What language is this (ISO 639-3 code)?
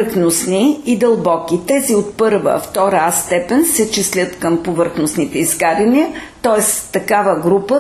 bul